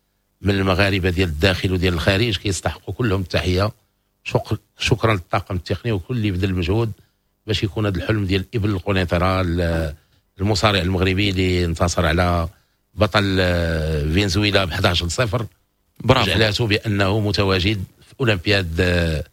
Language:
Moroccan Arabic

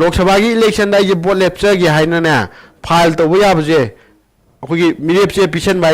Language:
Manipuri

